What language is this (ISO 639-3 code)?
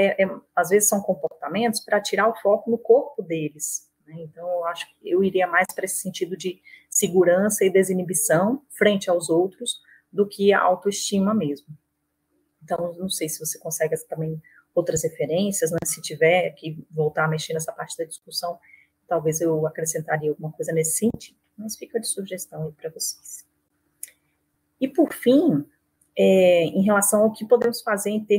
por